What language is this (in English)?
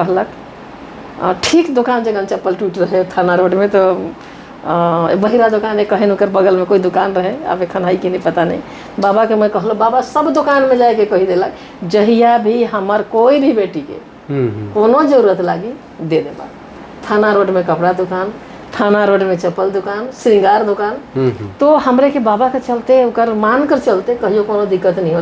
Sadri